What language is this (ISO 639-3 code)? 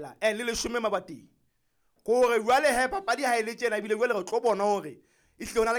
sot